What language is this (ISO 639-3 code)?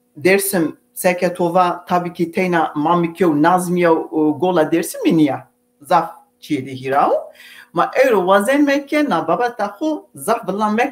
zza